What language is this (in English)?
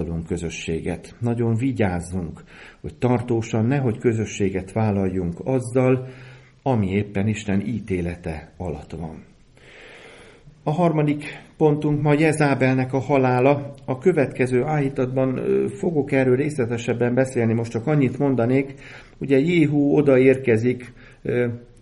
Hungarian